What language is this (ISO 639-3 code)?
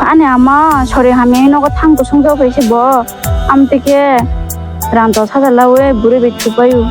trp